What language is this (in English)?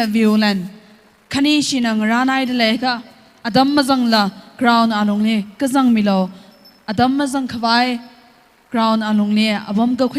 Tangkhul Naga (India)